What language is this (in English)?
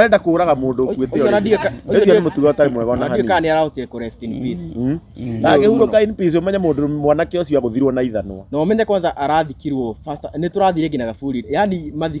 Kikuyu